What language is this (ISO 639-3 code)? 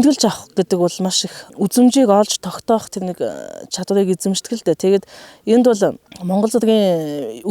mon